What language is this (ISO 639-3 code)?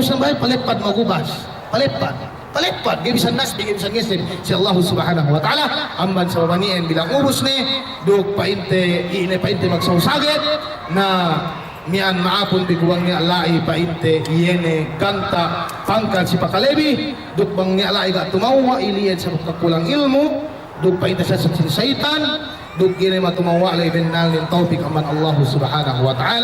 yka